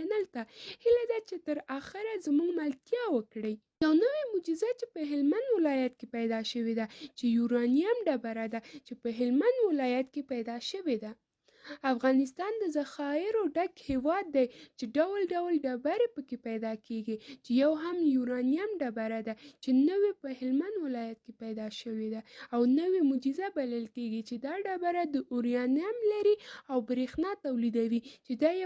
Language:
Pashto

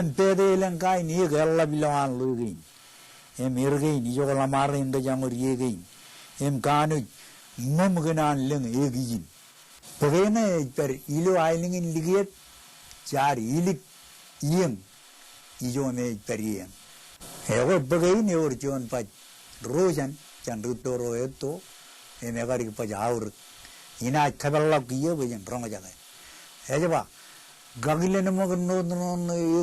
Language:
Marshallese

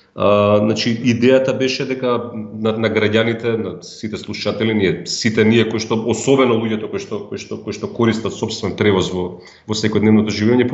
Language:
Macedonian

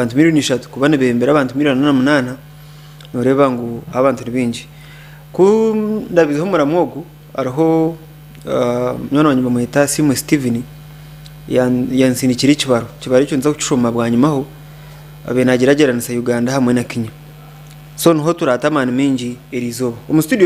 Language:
Nyankole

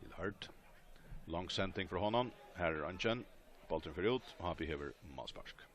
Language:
Faroese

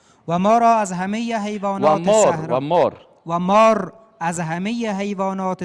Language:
Persian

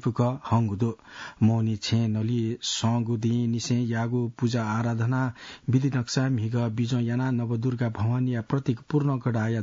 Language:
Newari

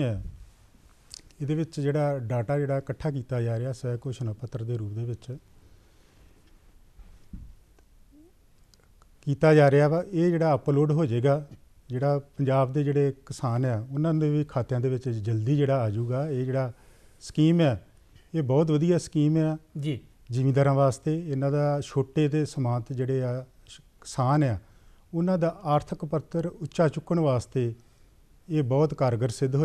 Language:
Punjabi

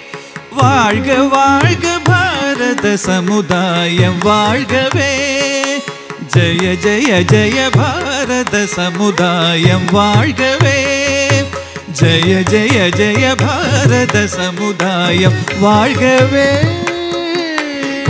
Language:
Tamil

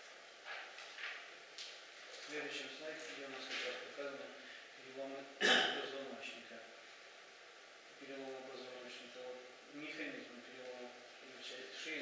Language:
Russian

